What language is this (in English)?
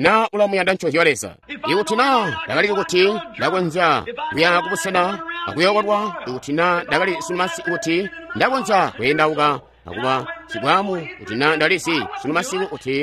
Tonga (Zambia)